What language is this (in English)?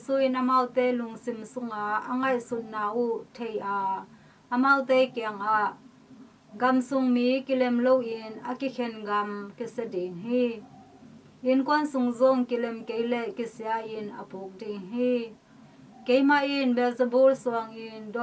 Tedim Chin